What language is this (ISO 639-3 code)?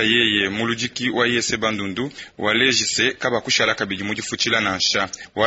lua